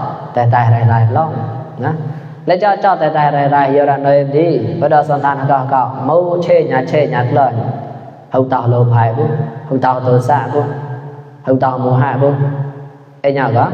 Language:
Mon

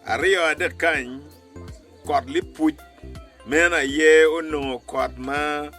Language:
Acoli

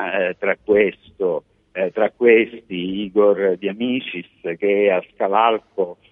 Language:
Italian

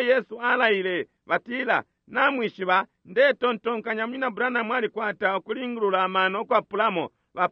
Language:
Bemba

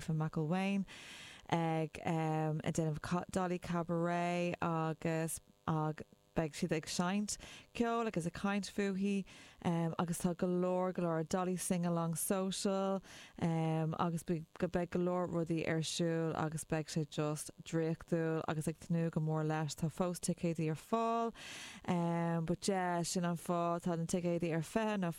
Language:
Irish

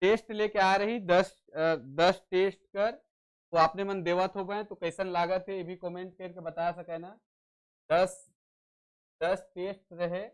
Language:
Sadri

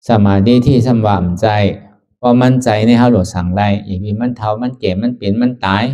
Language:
Shan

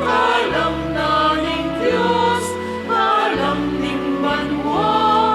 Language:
Pampanga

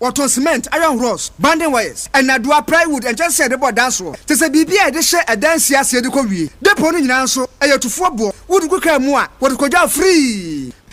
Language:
Akan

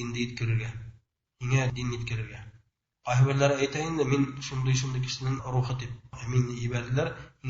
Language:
Bashkir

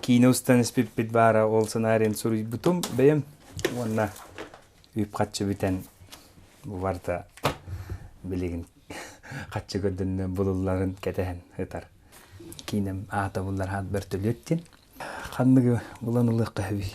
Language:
Yakut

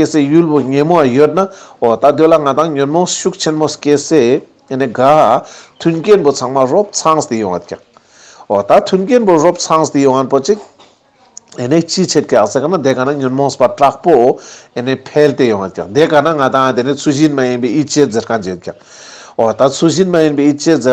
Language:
Ladakhi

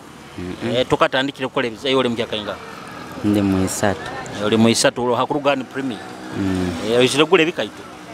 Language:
Nyoro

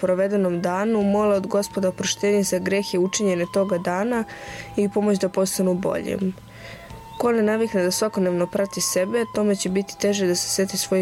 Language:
Serbian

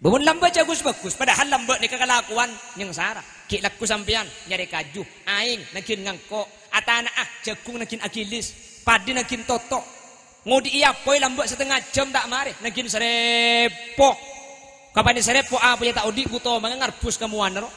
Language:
Madurese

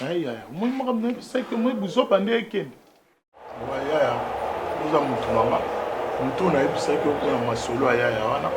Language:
Lingala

